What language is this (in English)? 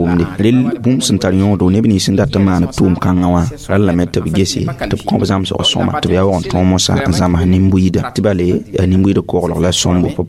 Mossi